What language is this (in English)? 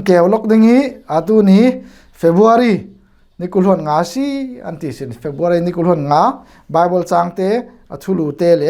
Falam Chin